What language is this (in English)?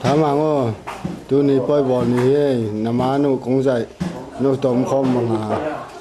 Tedim Chin